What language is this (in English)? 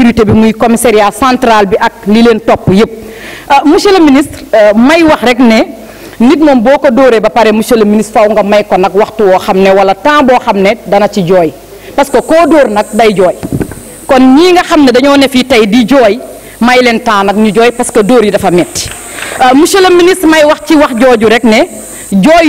Wolof